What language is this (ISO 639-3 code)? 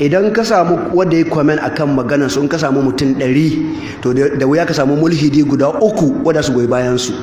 hau